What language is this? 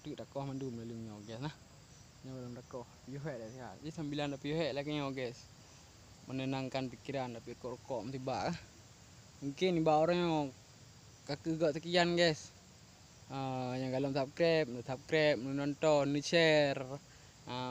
Achinese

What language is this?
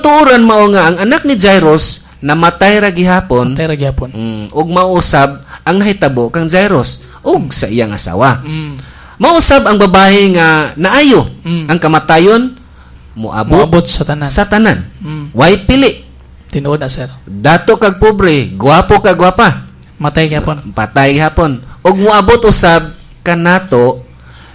Cebuano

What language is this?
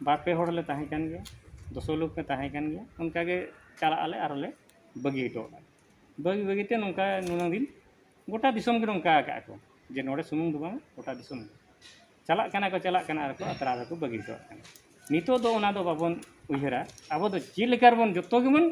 Santali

